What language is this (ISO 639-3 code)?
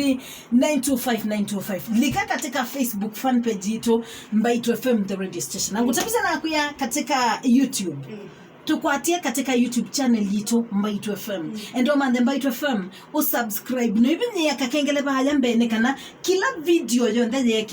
kam